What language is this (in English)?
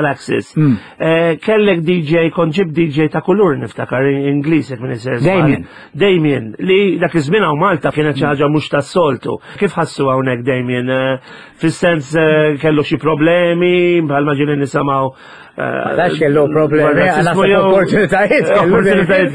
Maltese